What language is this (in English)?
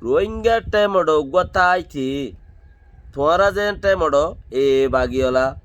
Rohingya